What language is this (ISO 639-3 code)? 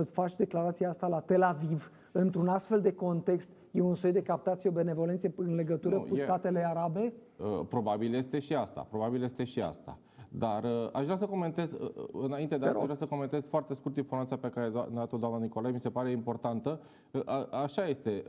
ron